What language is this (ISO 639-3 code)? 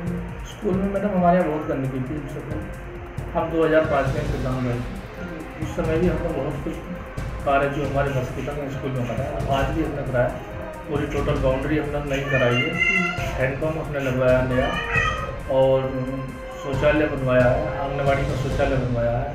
hin